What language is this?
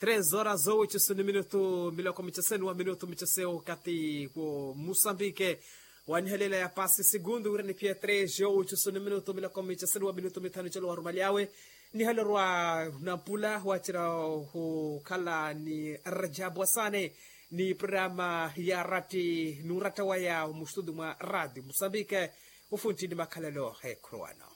Makhuwa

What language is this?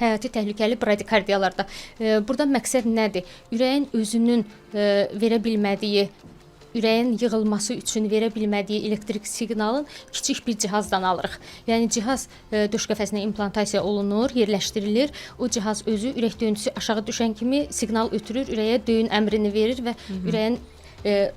Azerbaijani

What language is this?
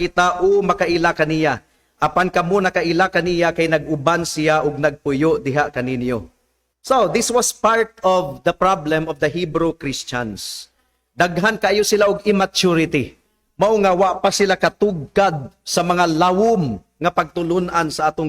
Cebuano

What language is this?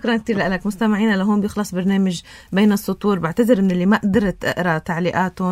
North Levantine Arabic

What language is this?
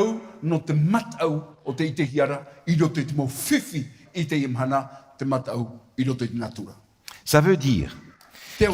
Tahitian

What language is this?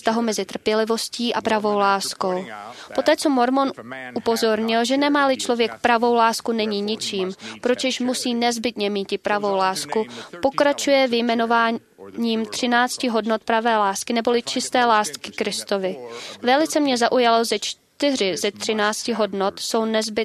Czech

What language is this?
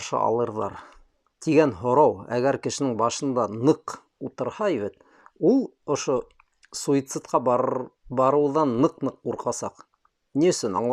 Bashkir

